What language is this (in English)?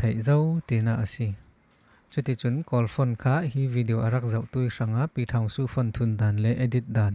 Falam Chin